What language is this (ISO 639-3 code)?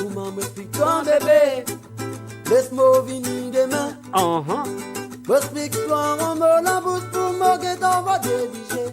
mfe